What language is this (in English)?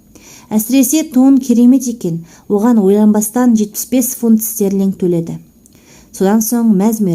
Kazakh